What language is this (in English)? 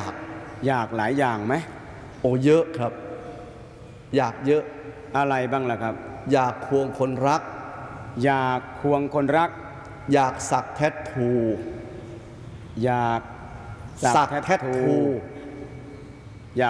Thai